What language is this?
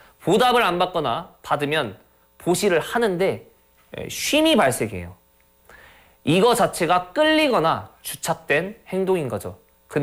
Korean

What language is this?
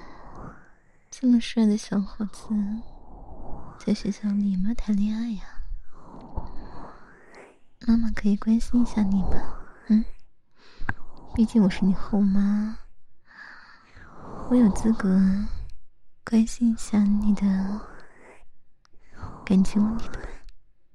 Chinese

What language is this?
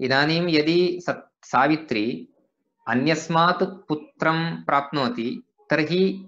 Sanskrit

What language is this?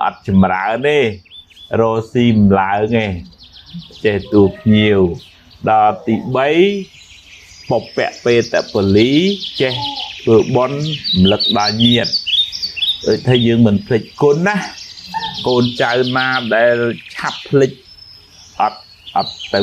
Khmer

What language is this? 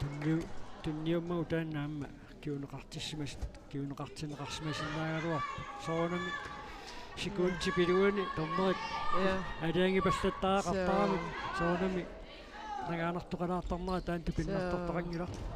Kalaallisut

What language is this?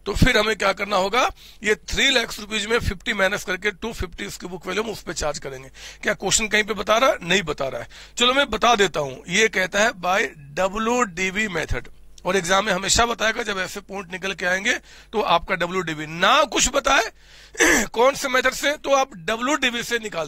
Hindi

